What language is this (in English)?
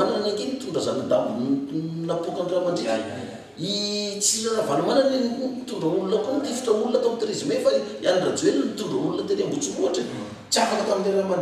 Malagasy